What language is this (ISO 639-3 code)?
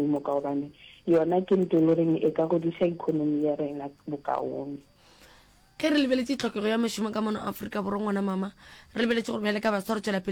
nso